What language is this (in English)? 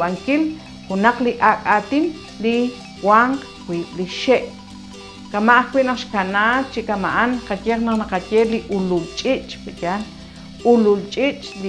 Kekchí